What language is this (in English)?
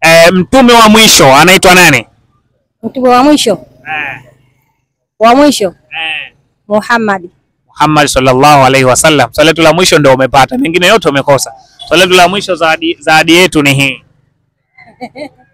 Swahili